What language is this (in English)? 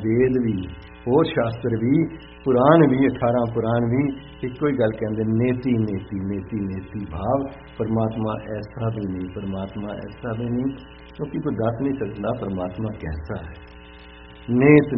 Punjabi